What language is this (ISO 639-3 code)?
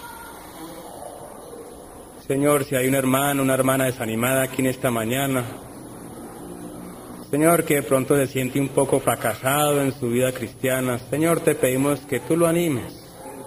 spa